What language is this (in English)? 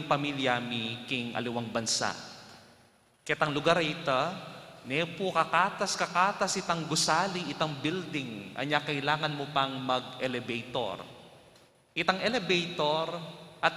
Pampanga